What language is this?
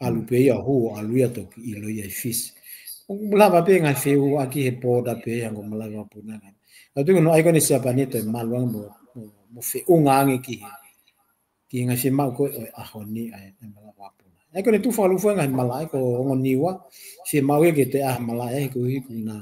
Tongan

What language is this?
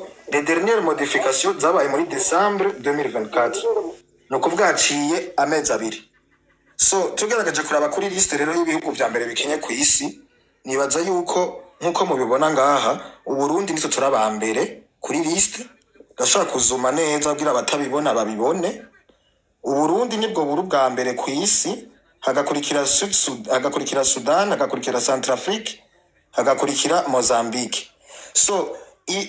Rundi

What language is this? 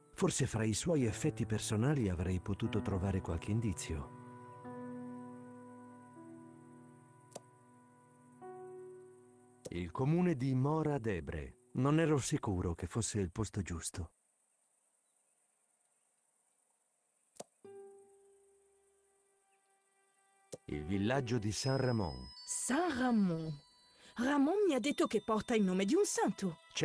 Italian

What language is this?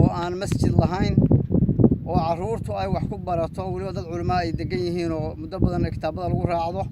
Somali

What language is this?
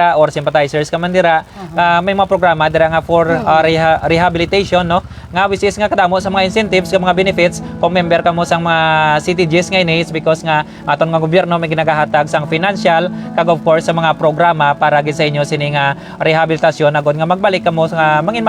Hiligaynon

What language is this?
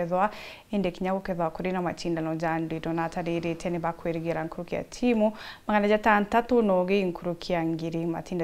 Meru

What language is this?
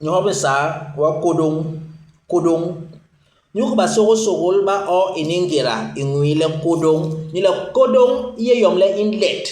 Basaa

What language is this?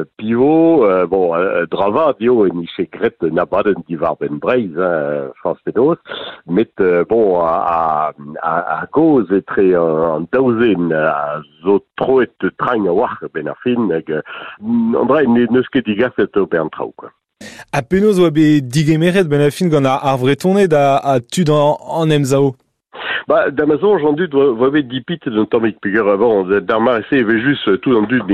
Breton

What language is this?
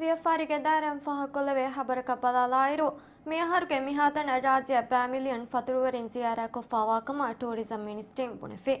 Divehi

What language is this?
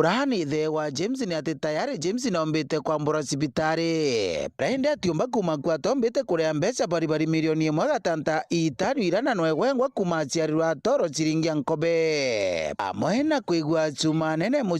Meru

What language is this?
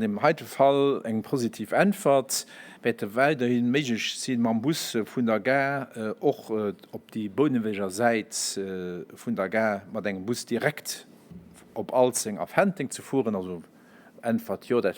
Luxembourgish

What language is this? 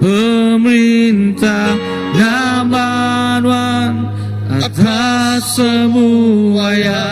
Iban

